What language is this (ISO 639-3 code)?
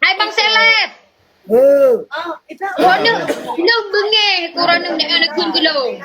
ace